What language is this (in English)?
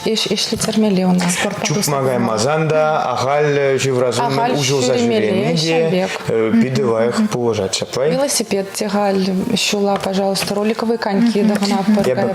Chuvash